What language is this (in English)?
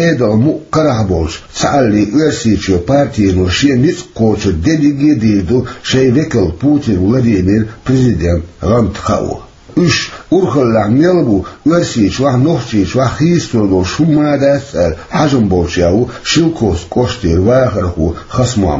Chechen